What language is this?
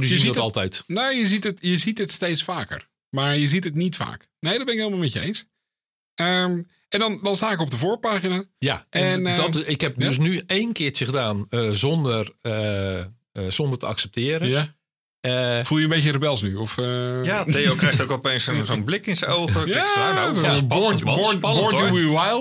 Dutch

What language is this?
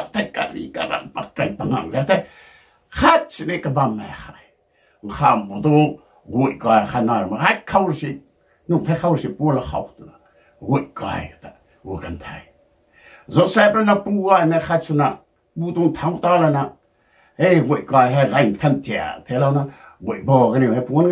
Rongmei Naga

